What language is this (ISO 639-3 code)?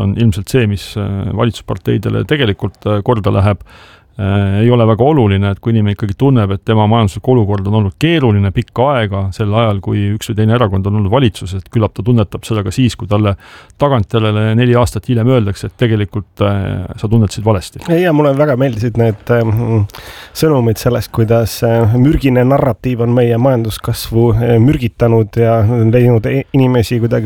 est